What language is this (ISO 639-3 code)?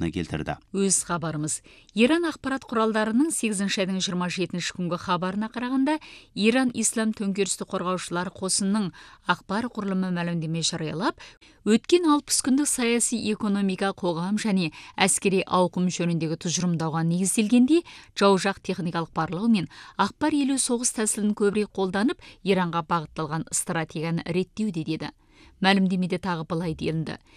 kaz